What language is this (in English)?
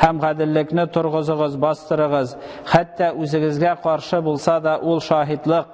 Tatar